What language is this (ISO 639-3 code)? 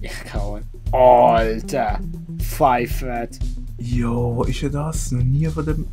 gsw